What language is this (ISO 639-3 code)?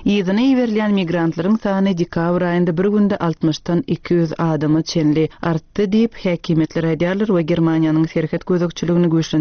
tuk